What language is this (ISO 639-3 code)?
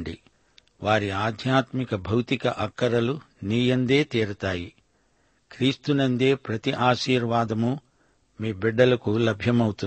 tel